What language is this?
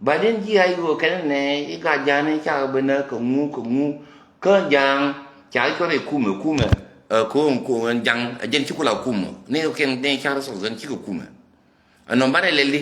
Nuer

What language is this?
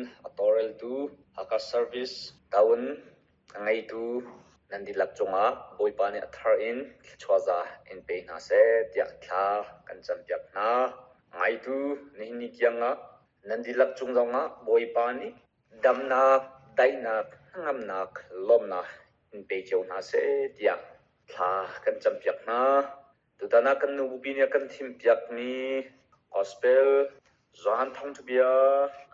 Hakha Chin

